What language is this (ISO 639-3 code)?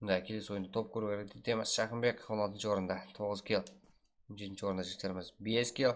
kaa